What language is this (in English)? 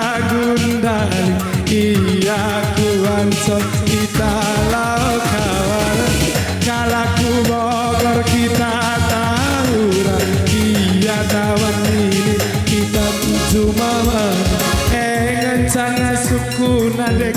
Batak Karo